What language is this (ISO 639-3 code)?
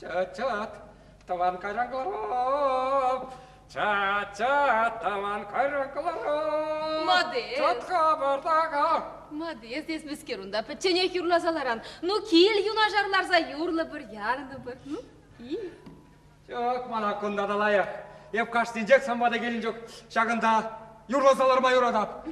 chv